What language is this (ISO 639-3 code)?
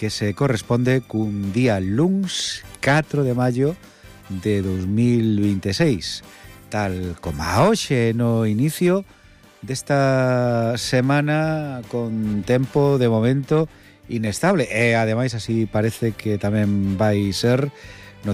glg